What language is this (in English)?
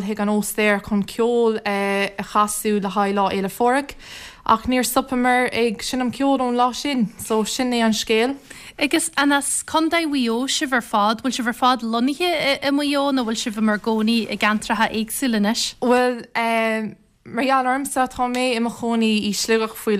Irish